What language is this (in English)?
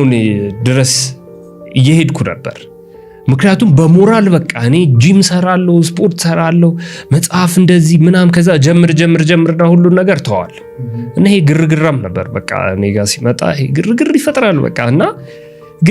Amharic